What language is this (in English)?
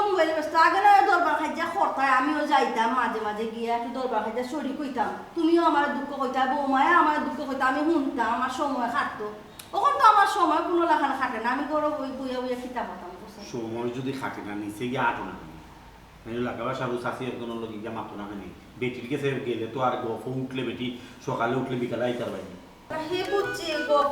Sylheti